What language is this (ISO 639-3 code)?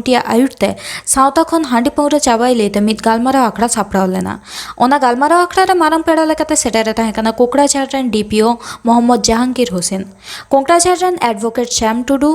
sat